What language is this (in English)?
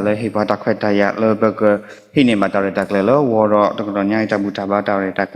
S'gaw Karen